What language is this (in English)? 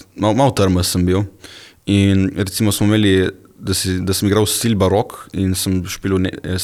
Slovenian